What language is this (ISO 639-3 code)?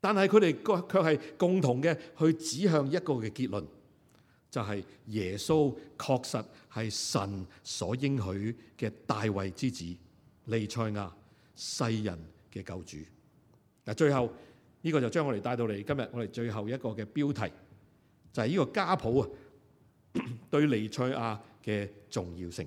yue